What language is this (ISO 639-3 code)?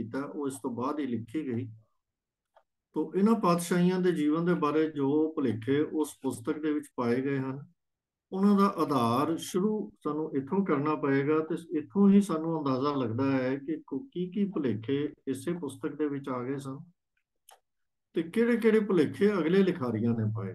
pan